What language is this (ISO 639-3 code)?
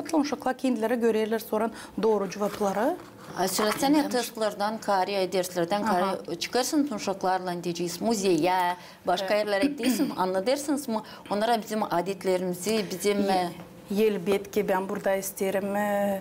gag